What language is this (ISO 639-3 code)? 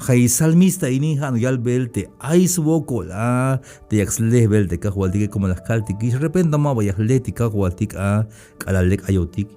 tzh